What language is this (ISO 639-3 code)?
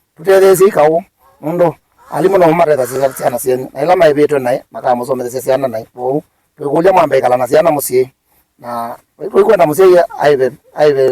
kam